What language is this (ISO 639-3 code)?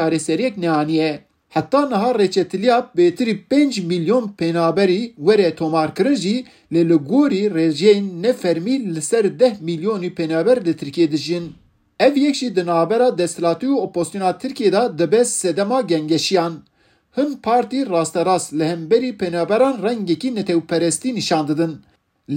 kur